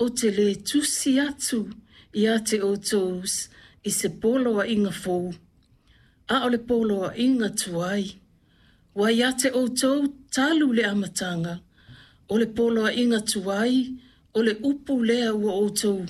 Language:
Samoan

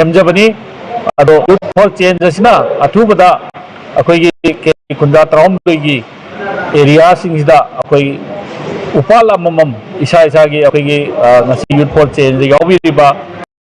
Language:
Manipuri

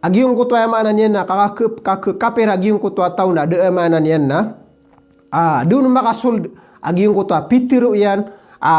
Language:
Maranao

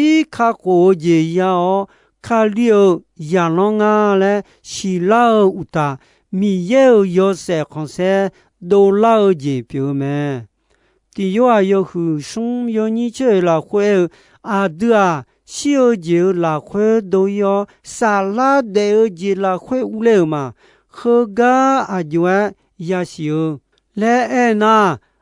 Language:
Akha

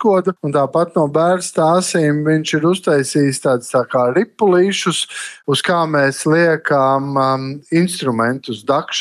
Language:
Latvian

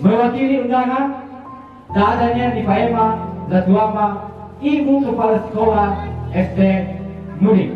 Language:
Nias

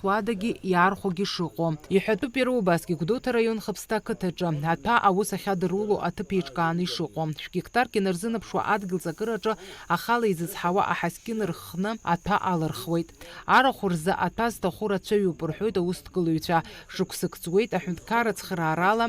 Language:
Abkhazian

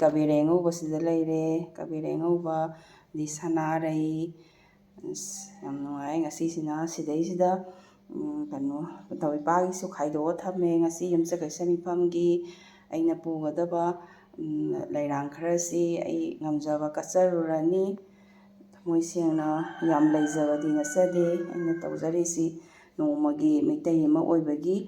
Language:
Manipuri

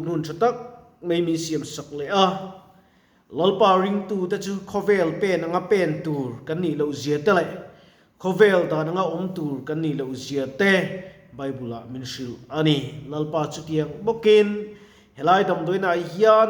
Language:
Mizo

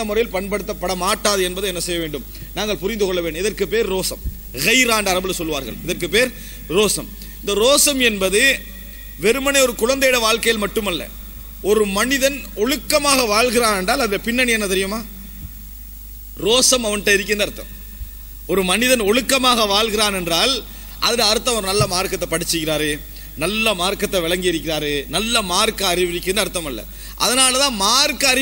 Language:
Tamil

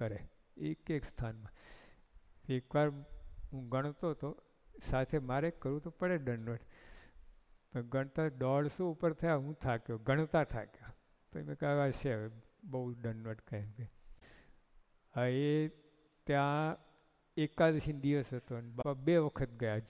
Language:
Gujarati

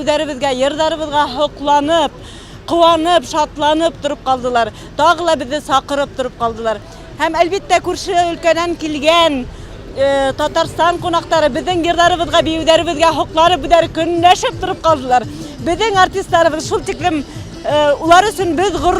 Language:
Bashkir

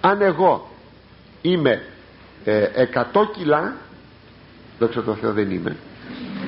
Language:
Greek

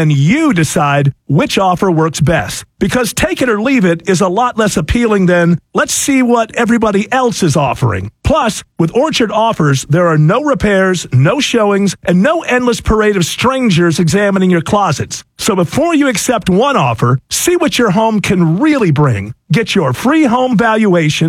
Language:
English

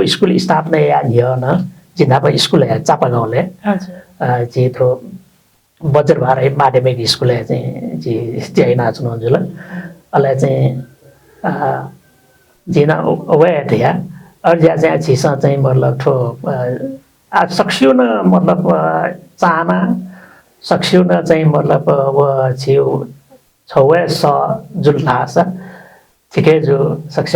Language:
Newari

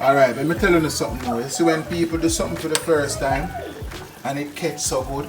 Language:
Jamaican Creole English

